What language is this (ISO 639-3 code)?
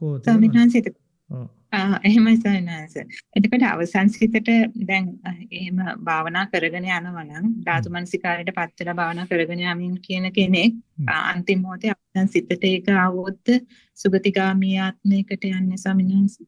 sin